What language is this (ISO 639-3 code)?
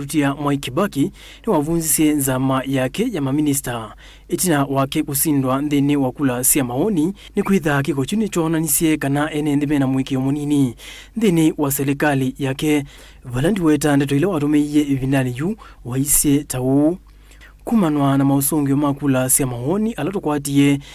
kam